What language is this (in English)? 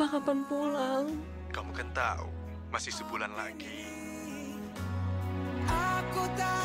Indonesian